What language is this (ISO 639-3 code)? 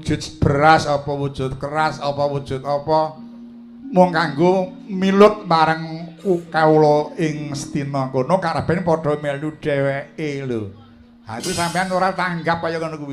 jav